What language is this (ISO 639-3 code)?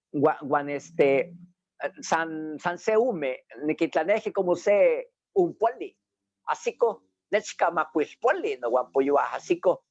nhe